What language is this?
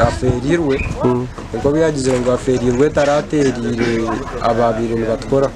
Nyankole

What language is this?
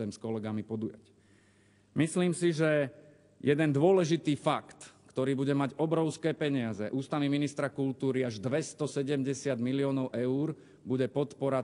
Slovak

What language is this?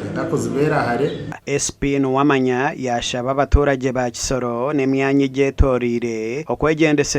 Nyankole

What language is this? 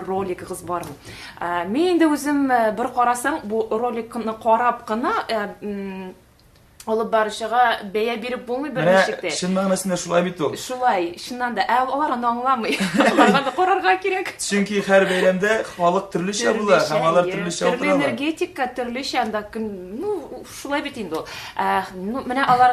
Tatar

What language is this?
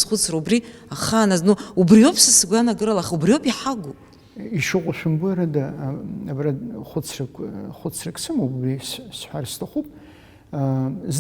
Abkhazian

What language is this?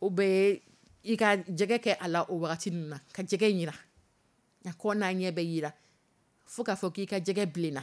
Dyula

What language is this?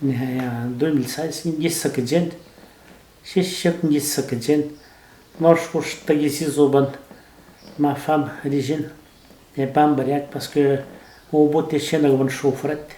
Atikamekw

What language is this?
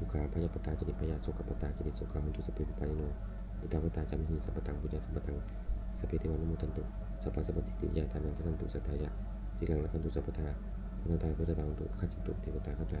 Pali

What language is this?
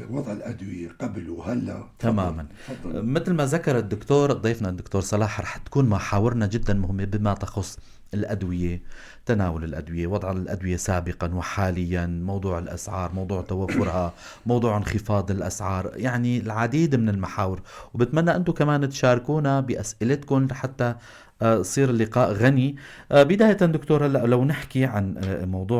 North Levantine Arabic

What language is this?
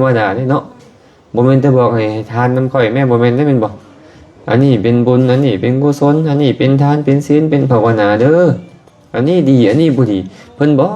Lao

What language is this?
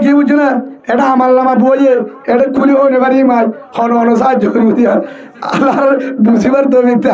Rohingya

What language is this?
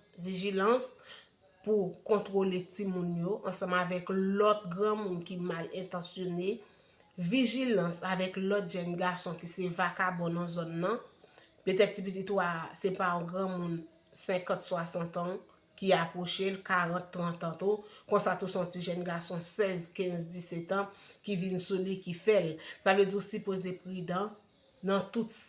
Haitian Creole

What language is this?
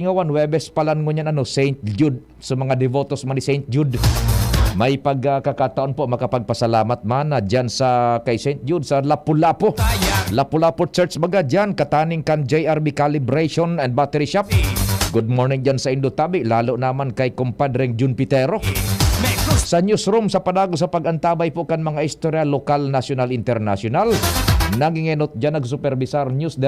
Bikol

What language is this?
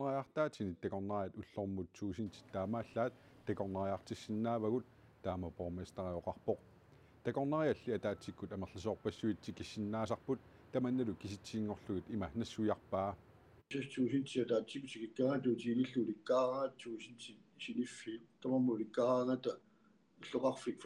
Kalaallisut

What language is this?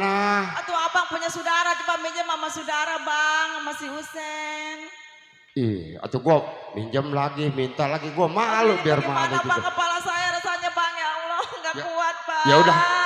Betawi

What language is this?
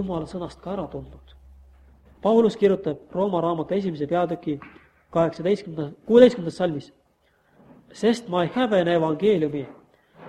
Estonian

